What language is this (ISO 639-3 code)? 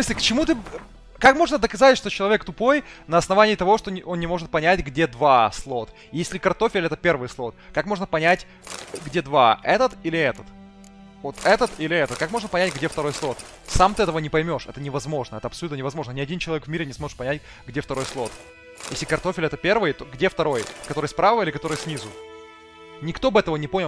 rus